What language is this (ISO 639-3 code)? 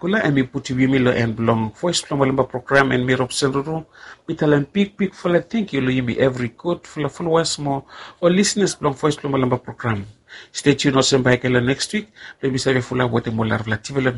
bis